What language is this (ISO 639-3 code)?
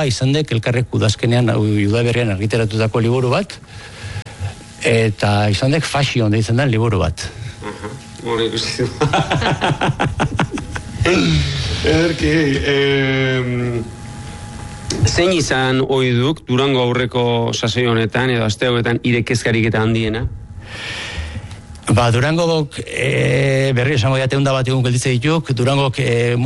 eus